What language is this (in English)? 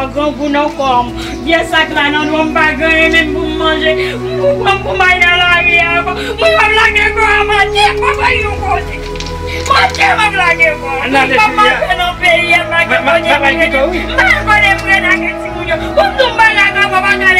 Haitian Creole